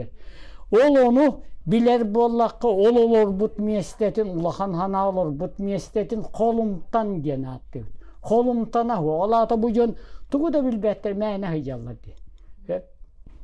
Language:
Yakut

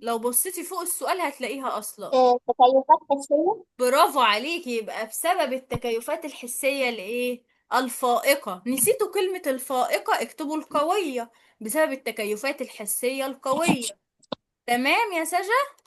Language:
Egyptian Arabic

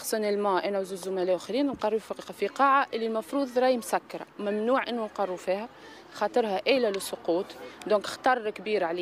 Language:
Tunisian Arabic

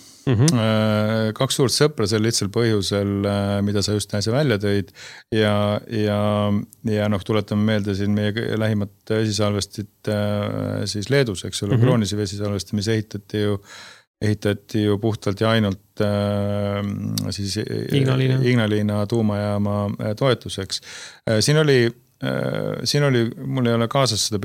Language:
Estonian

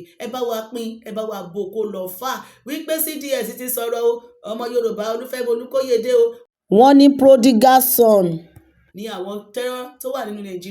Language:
Yoruba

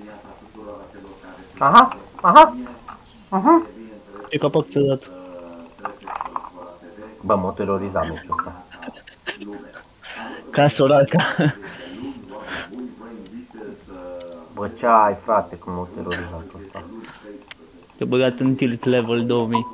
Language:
Romanian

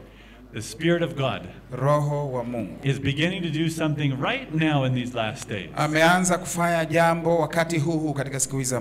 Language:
Swahili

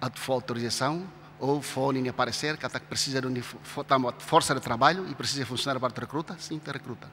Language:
Tetum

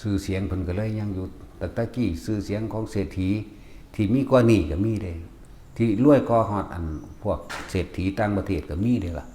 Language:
Lao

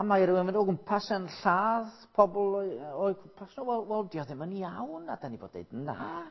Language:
Welsh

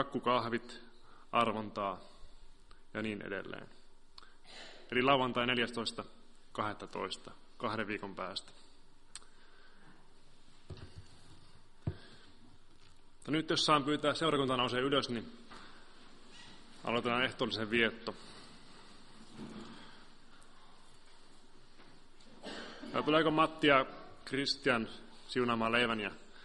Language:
Finnish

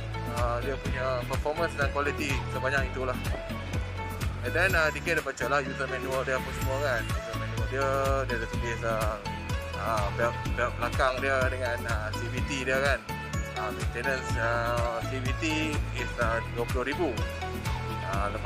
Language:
Malay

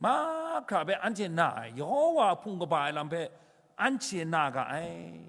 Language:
Kachin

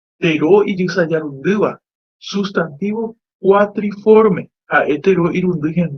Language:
Guarani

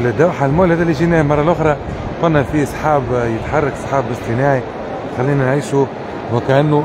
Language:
Tunisian Arabic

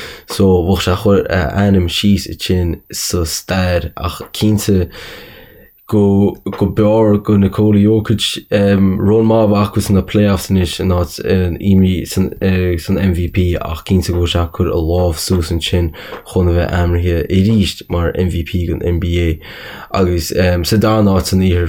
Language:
Irish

